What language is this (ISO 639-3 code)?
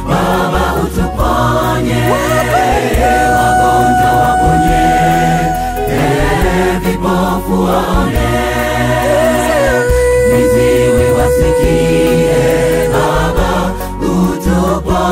swa